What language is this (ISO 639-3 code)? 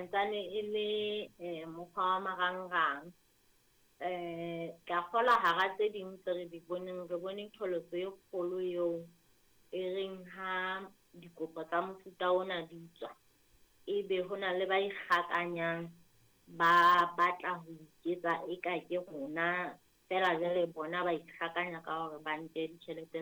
sot